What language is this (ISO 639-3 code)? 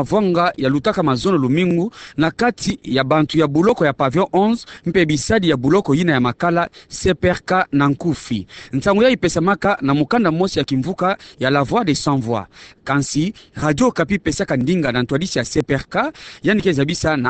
ktu